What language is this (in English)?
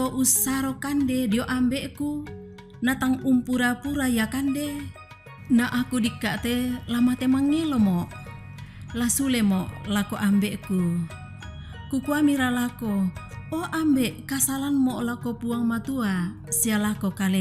Toraja-Sa'dan